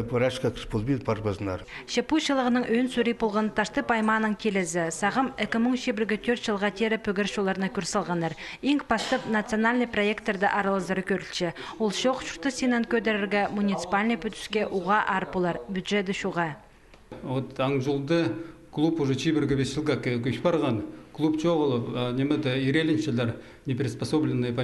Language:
Khakas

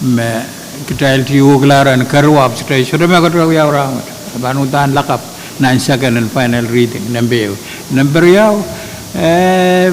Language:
Pohnpeian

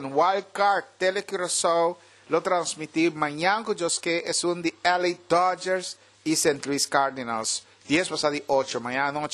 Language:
Papiamento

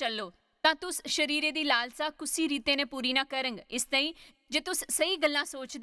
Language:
Dogri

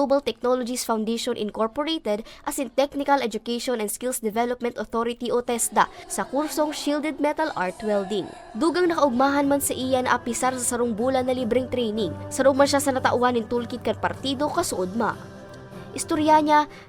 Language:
Bikol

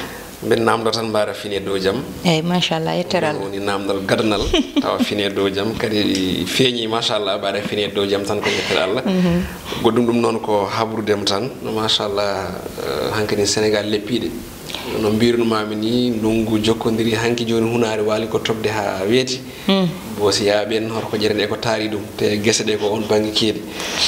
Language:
Fula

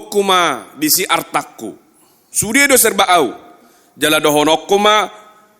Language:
Batak Toba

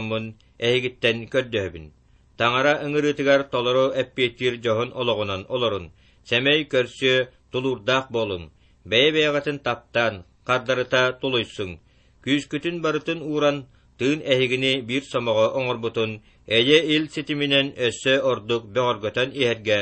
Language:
Yakut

